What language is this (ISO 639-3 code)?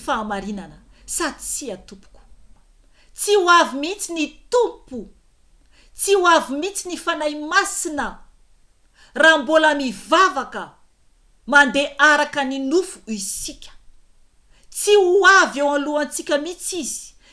mlg